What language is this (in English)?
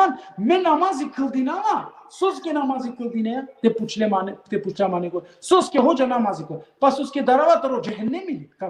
Balkan Romani